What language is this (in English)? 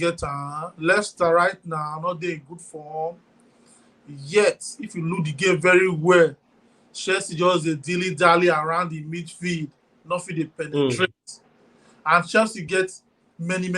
Nigerian Pidgin